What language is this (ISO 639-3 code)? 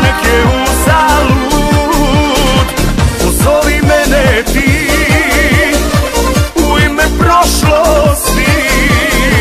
hrv